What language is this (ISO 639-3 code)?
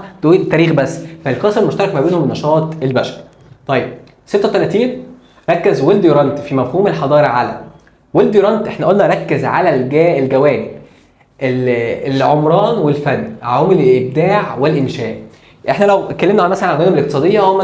arz